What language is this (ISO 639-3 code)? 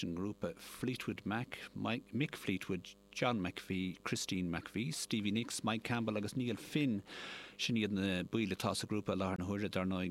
gle